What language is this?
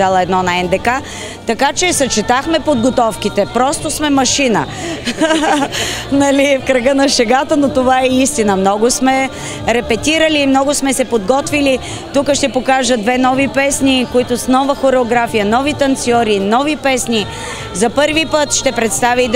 Bulgarian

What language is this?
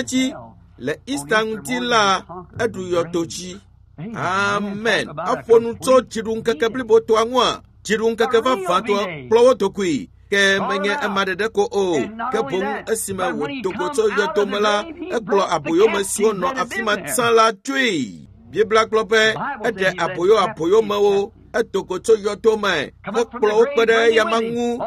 Ewe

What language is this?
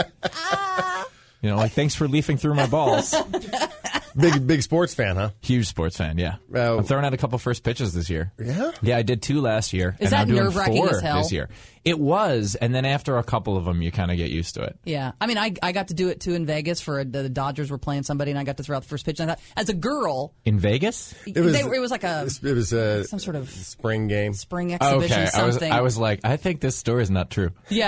English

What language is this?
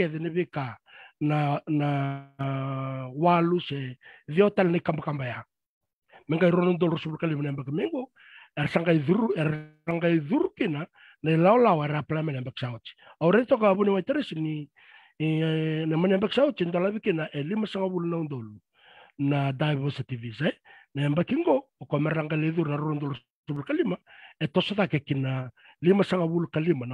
Fijian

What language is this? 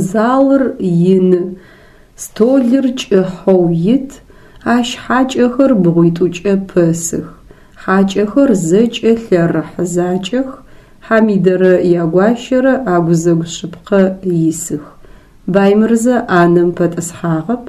Adyghe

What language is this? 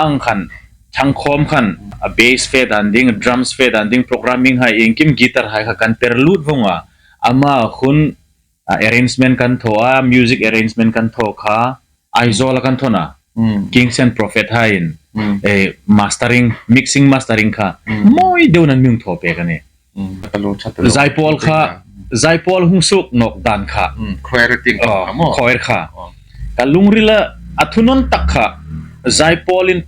Hmar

